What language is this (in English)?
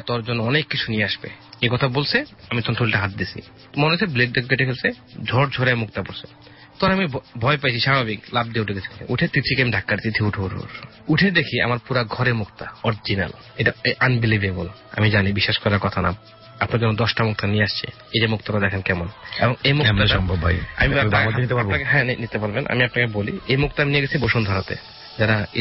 Bangla